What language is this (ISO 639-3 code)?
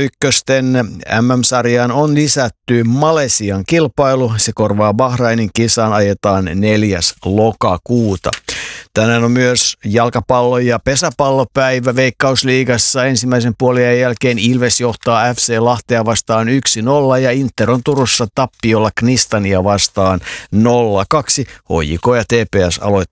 fin